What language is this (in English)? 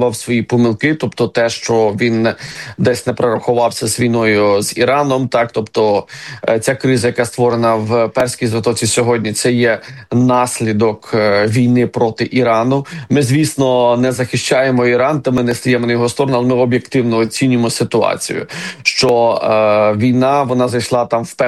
Ukrainian